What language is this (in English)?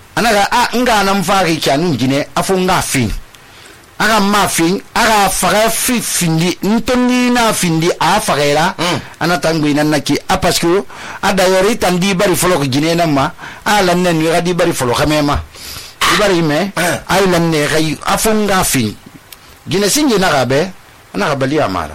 Susu